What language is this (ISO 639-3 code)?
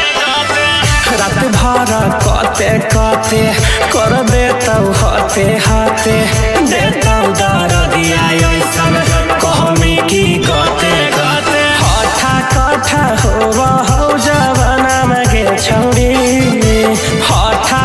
mag